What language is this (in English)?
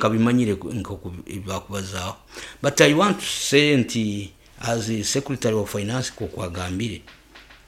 Nyoro